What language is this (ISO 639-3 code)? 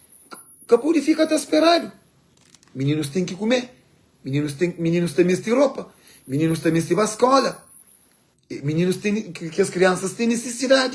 kea